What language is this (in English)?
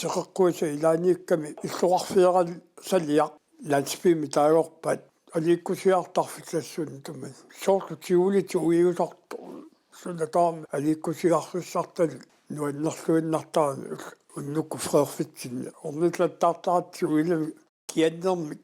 Kalaallisut